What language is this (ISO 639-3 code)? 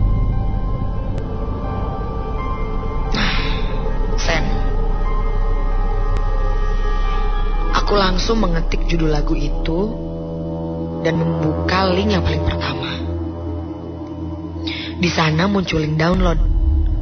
ind